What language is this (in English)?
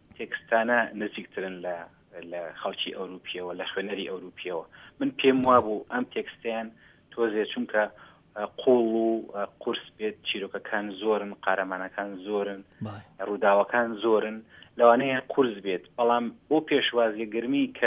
Central Kurdish